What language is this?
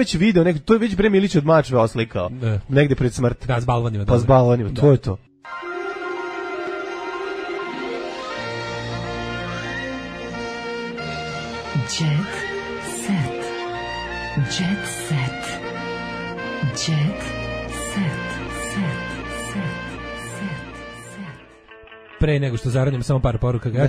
Serbian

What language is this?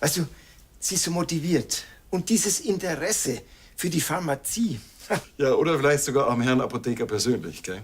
Bavarian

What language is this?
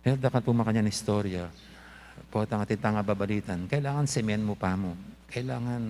Pampanga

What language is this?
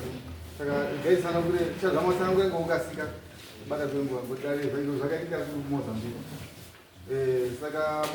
Shona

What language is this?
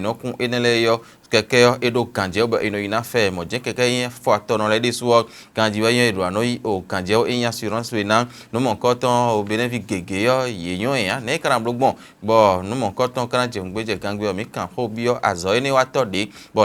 Fon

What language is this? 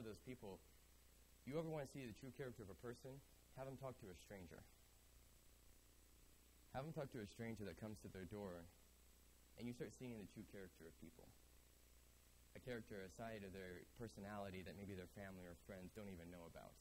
English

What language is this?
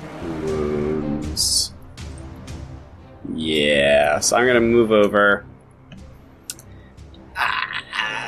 English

